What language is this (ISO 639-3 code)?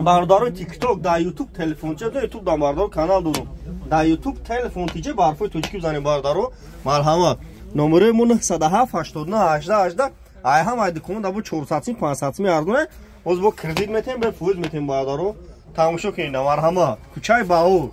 tgk